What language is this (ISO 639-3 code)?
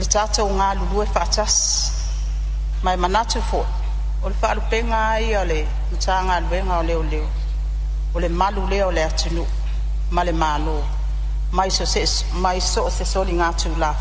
smo